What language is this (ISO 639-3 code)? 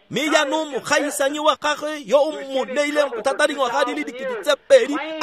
tsn